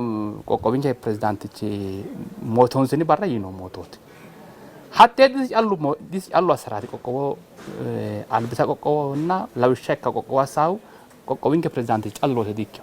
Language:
Sidamo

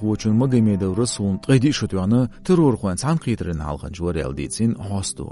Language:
Chechen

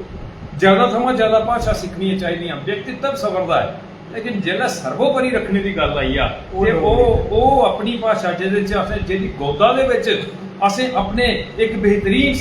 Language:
Dogri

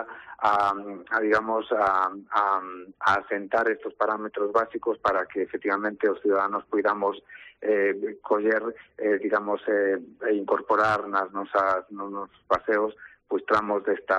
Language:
Galician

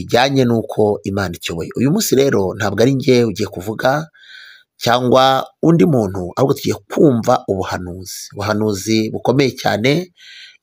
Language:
Kinyarwanda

